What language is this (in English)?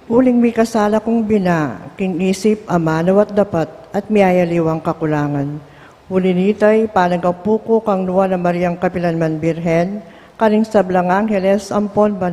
Pampanga